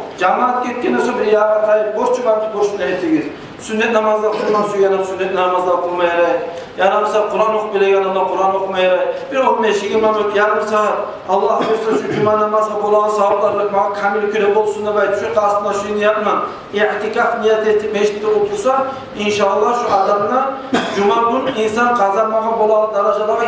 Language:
Kumyk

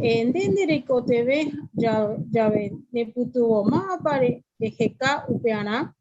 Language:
Guarani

